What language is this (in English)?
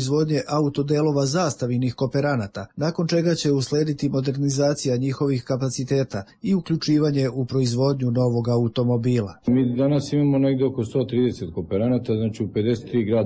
Serbian